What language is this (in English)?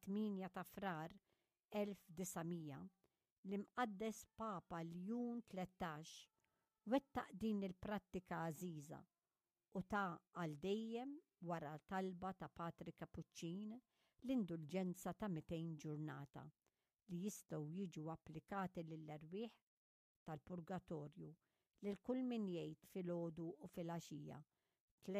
Maltese